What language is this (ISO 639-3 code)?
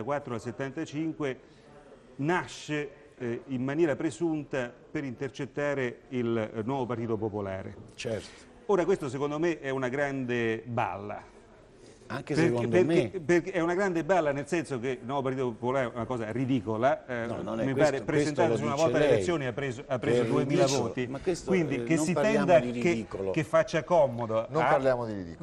ita